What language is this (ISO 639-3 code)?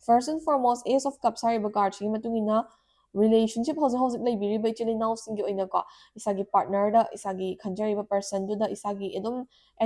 mni